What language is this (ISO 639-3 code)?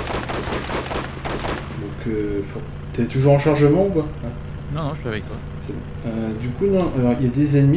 fra